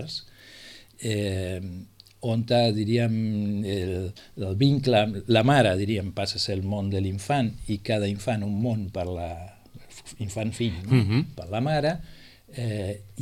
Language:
Catalan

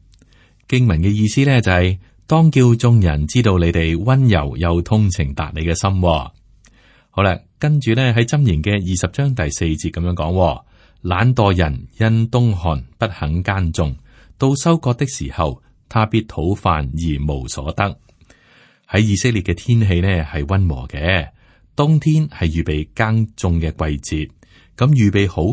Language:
Cantonese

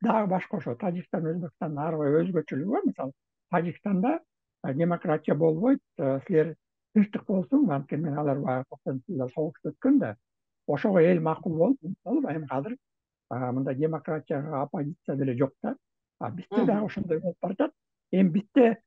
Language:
Kyrgyz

